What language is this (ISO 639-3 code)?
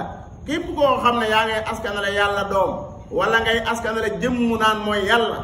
wol